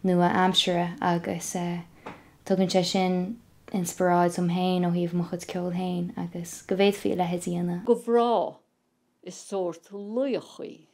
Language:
Irish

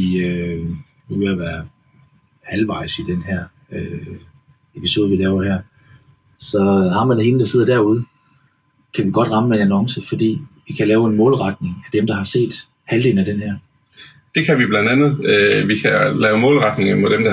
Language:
Danish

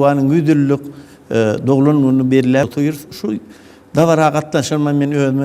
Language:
Turkmen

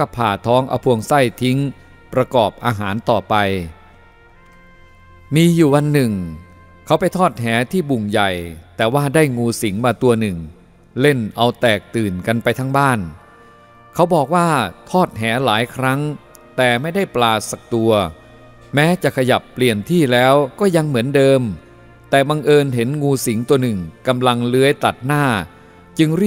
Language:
Thai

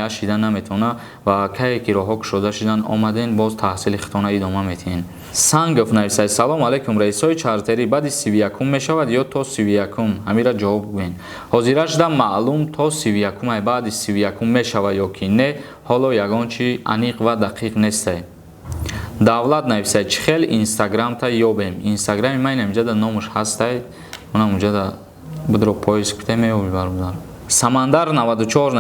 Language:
Tajik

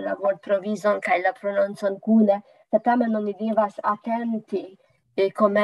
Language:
Esperanto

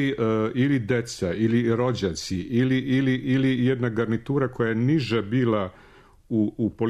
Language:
Serbian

